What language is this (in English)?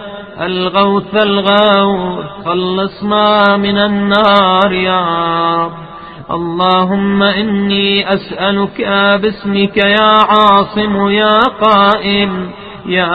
Arabic